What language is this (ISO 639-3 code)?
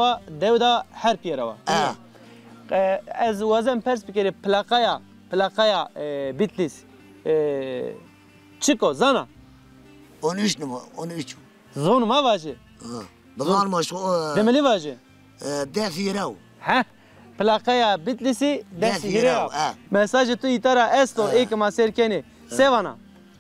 zza